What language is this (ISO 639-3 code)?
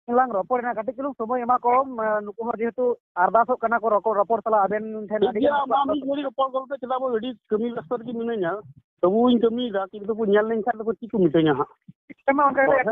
sat